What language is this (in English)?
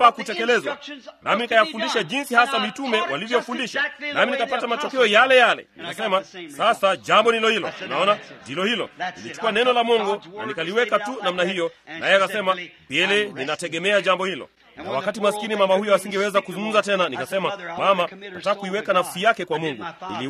Swahili